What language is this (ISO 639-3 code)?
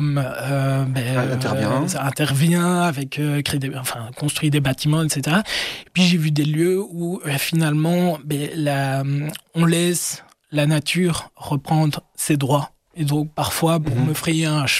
fra